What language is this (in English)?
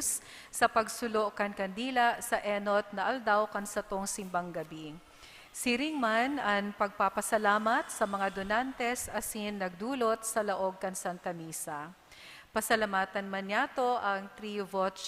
Bikol